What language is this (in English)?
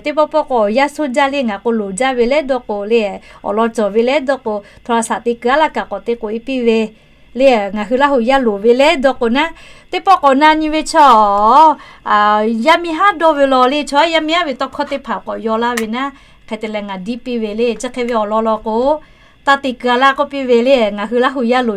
Lahu